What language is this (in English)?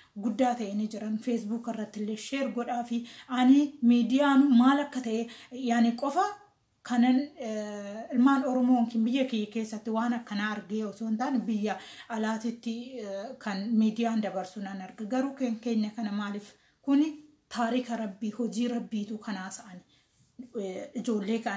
Oromo